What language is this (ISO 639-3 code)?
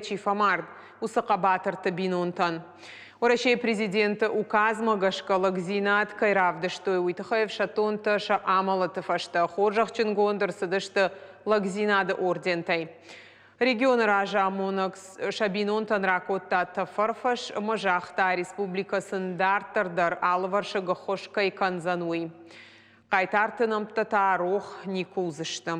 oss